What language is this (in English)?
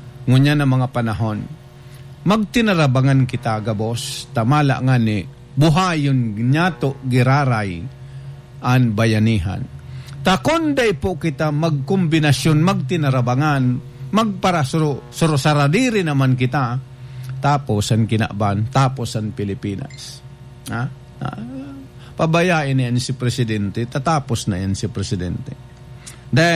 Bikol